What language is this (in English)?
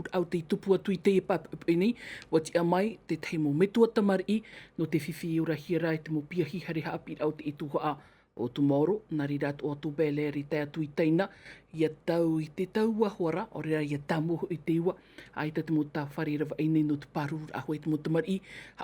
Tahitian